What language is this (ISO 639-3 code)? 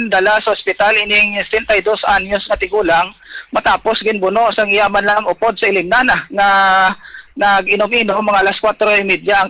hil